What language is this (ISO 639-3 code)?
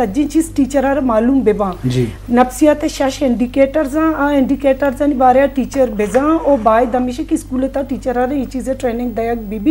bgp